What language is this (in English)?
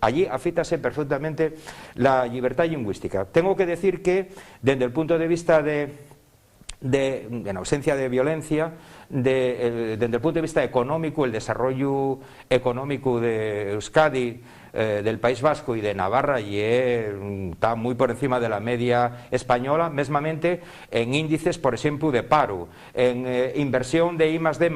Asturian